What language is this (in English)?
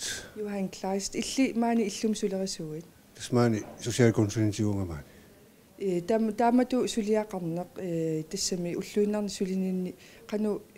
Kalaallisut